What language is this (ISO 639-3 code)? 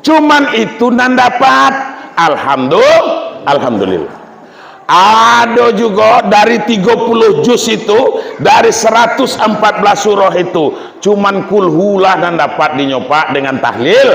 min